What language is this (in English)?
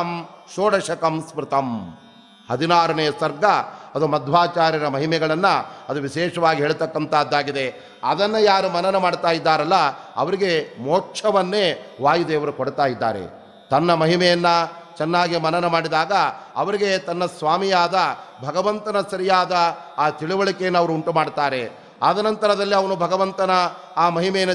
Kannada